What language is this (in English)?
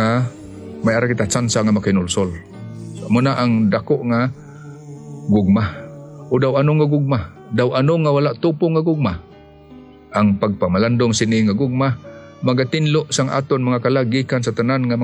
Hiligaynon